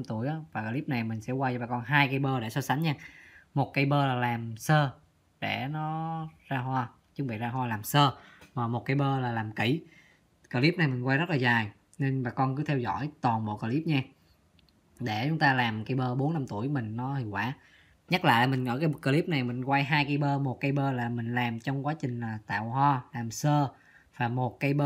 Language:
Vietnamese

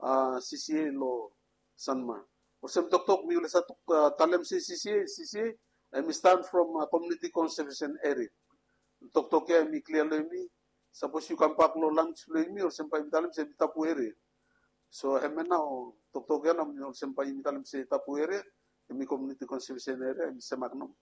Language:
Bislama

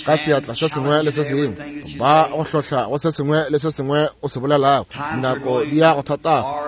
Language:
Northern Sotho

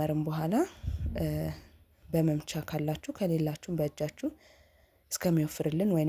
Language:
Amharic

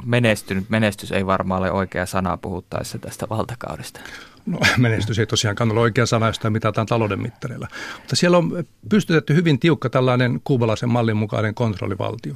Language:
Finnish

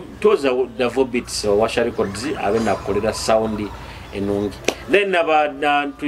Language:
Nyoro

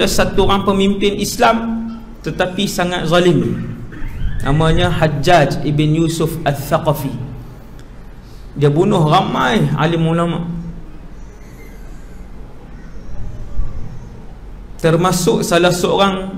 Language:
Malay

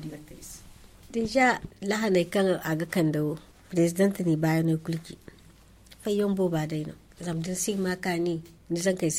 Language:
Zarma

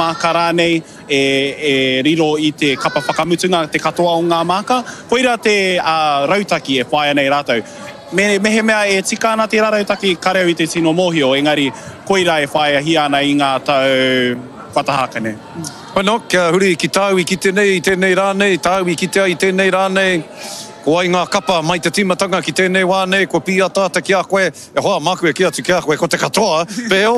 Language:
Māori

